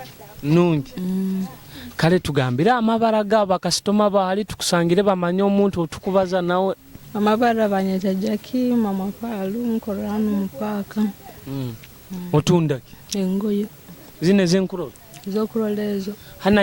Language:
Nyoro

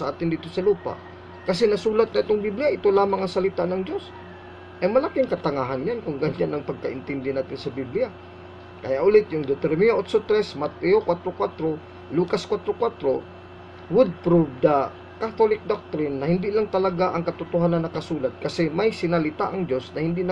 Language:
Filipino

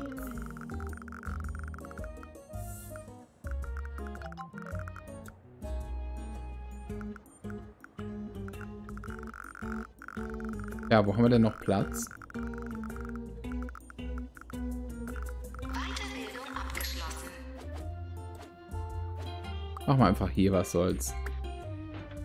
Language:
German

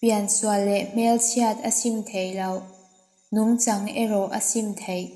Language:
Mizo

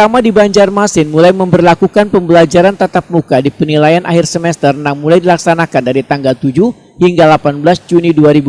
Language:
Banjar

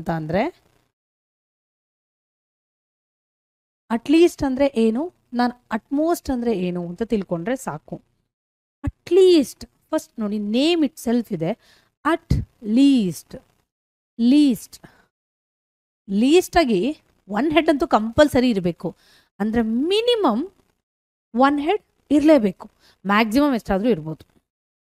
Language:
Kannada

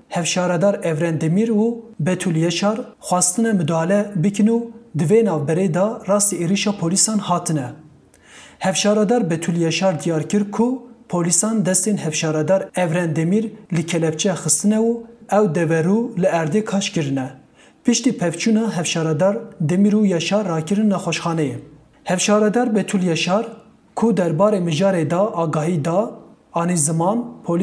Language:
Kurdish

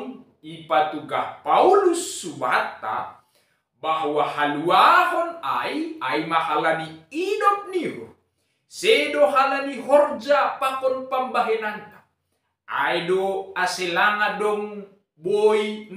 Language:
Batak Simalungun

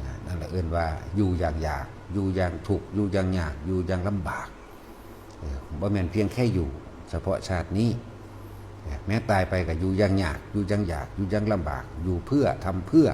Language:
Northeastern Thai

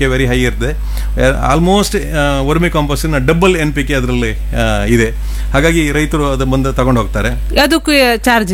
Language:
Kannada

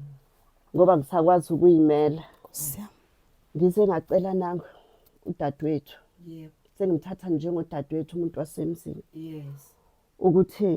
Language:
Zulu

